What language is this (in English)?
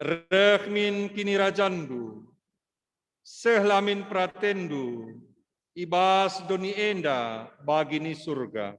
Batak Karo